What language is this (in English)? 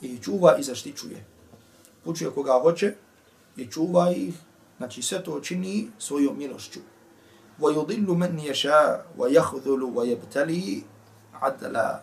Bosnian